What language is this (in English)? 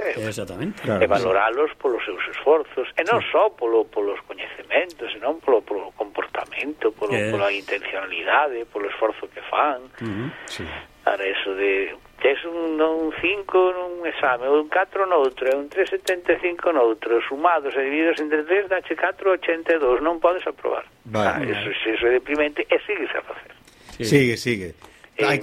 Galician